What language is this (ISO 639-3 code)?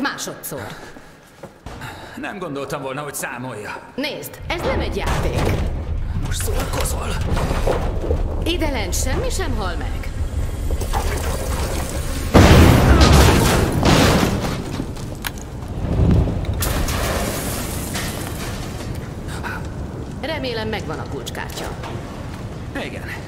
hun